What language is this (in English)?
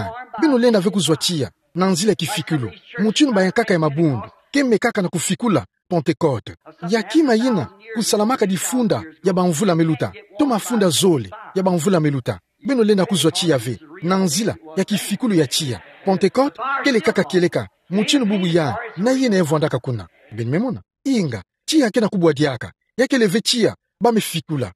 Kituba (Democratic Republic of Congo)